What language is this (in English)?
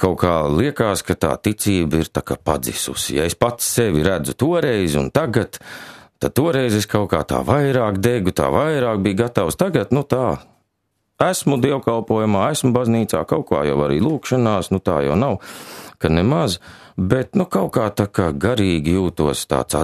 Latvian